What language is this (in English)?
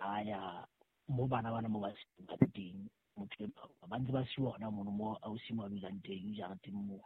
Southern Sotho